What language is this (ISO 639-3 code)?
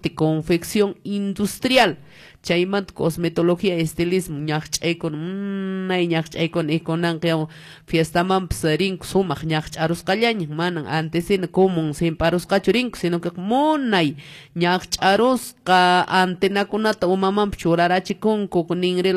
que